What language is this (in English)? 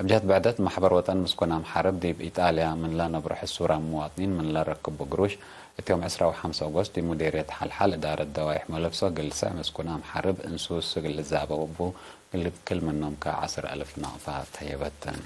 Tigre